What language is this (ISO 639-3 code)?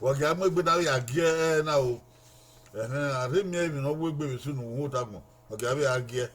bin